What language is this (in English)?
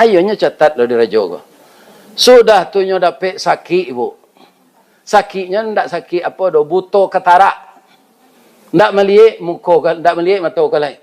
Minangkabau